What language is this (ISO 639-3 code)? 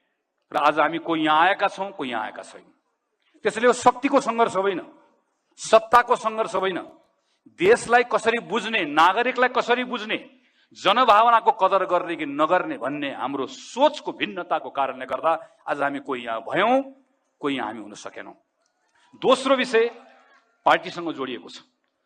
nep